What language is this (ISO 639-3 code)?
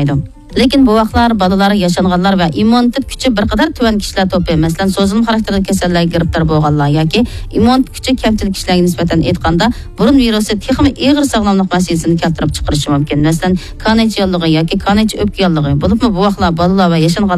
uig